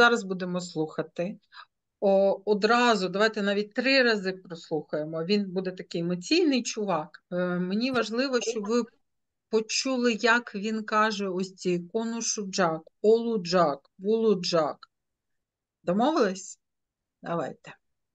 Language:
Ukrainian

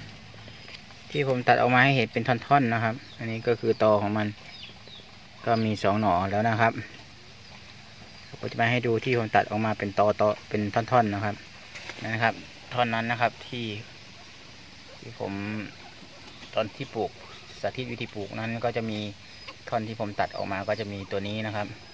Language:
Thai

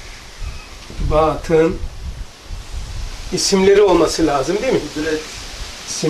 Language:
Turkish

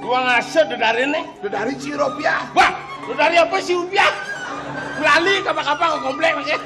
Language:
Balinese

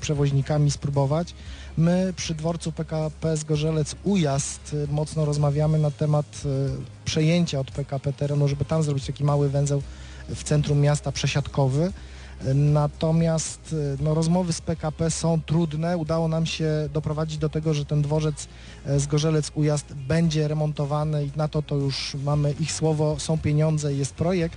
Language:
Polish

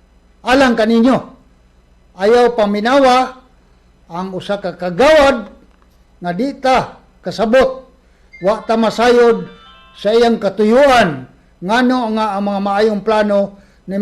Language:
Cebuano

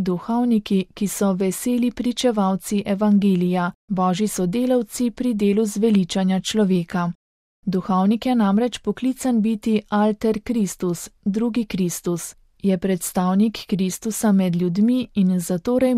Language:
Slovenian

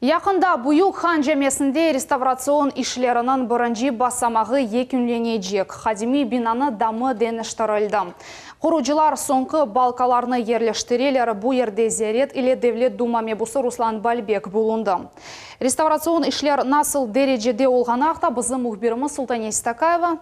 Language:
Crimean Tatar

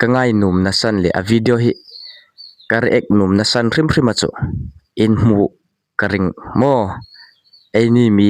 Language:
Hmar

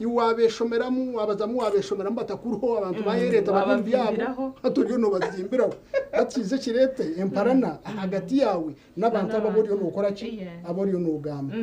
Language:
Nyankole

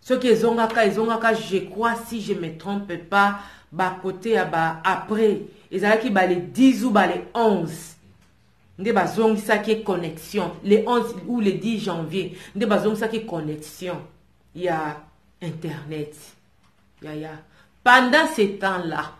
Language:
Lingala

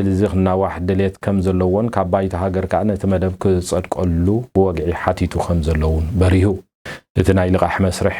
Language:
Tigrinya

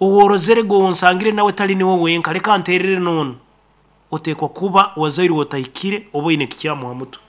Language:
Nyankole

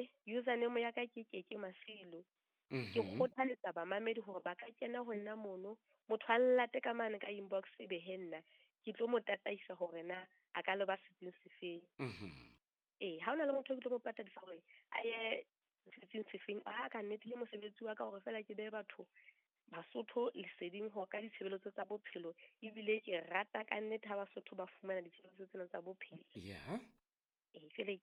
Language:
Southern Sotho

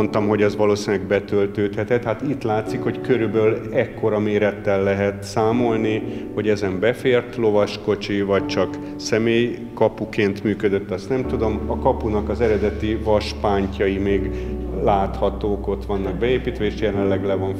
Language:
Hungarian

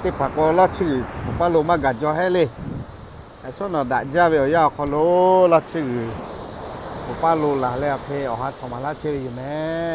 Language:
Lahu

